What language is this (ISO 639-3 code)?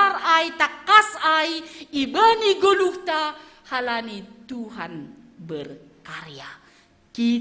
bts